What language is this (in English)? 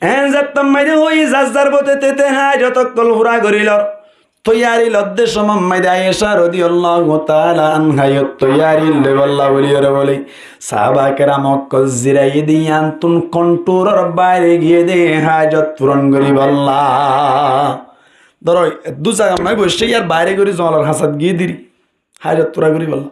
Rohingya